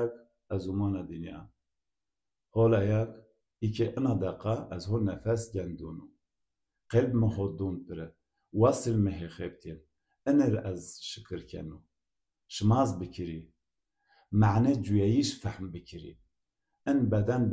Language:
Zaza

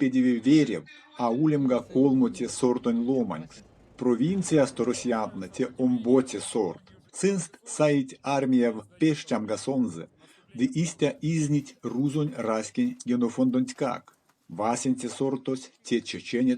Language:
Erzya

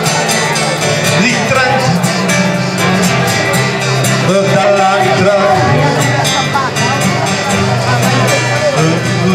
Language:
Italian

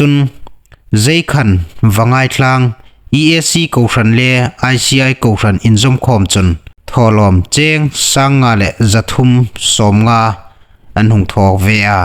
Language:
Hmar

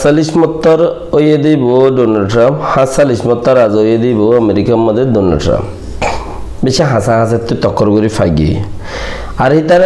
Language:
Rohingya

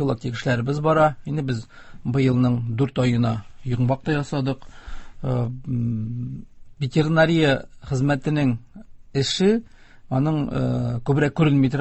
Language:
Tatar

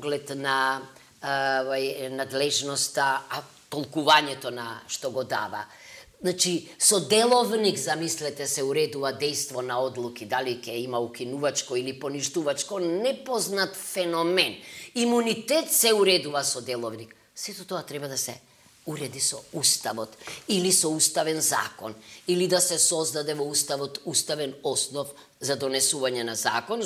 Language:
Macedonian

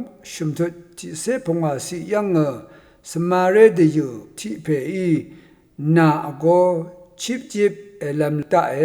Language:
Rawang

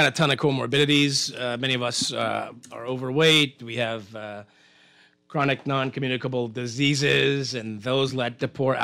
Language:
English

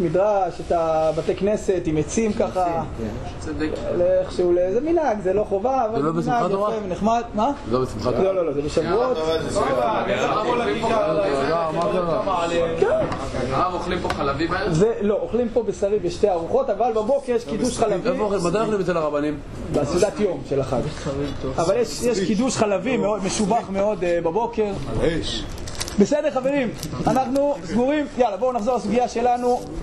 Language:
Hebrew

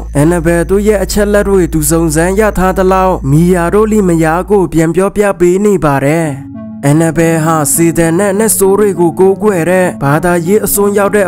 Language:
Burmese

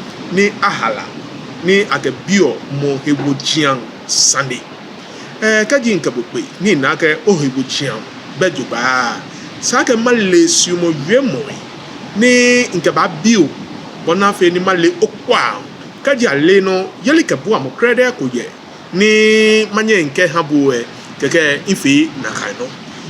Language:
Ga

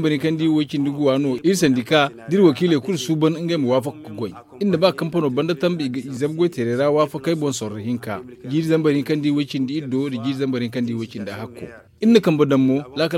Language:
Zarma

